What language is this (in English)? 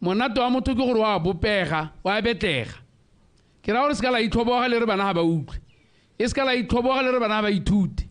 Tswana